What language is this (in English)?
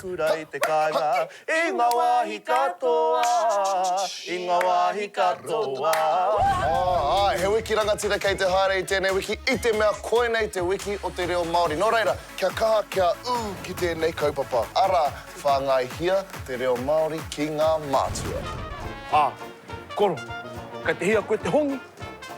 Māori